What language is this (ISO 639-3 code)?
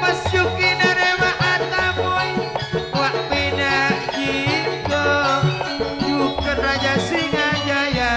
mad